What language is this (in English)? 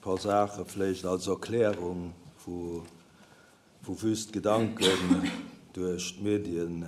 Luxembourgish